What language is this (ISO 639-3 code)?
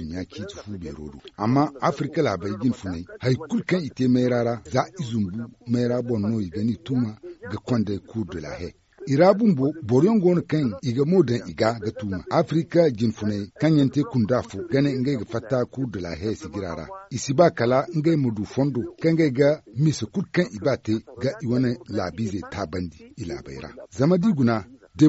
dje